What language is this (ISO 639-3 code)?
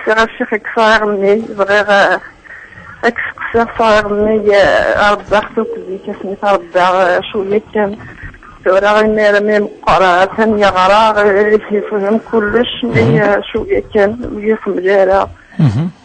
kab